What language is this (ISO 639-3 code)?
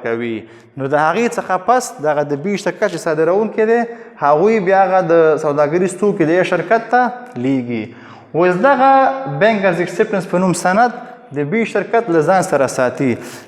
pus